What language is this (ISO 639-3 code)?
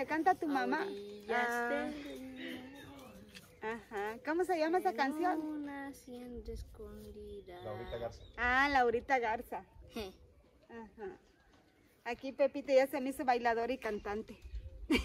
spa